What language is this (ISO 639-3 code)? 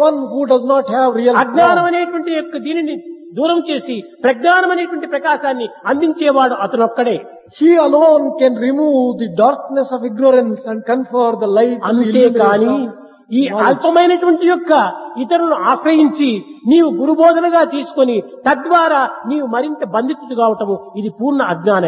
tel